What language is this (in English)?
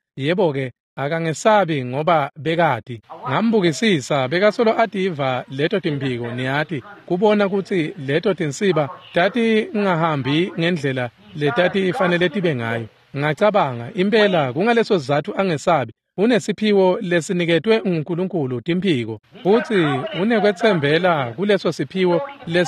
Swati